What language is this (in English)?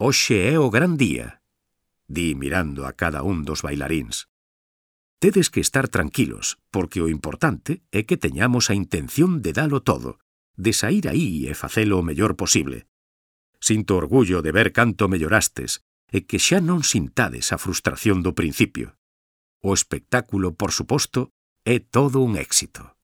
Galician